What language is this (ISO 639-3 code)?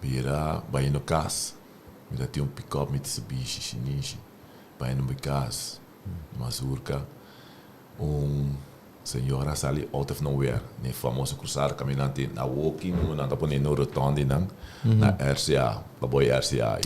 pap